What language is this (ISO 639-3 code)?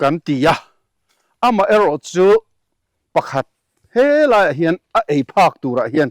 lus